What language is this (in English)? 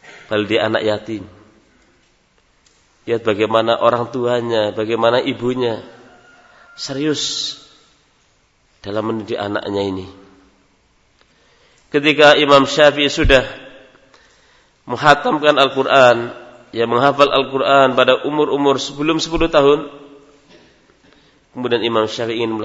Indonesian